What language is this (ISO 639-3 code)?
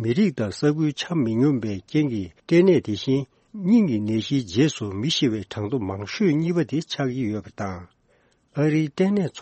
bod